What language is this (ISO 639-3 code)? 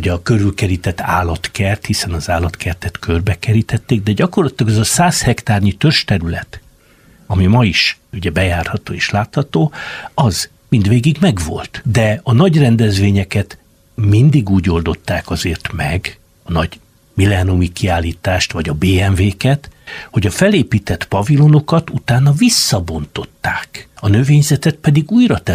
hun